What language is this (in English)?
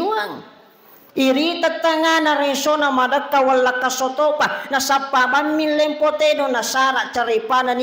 Buginese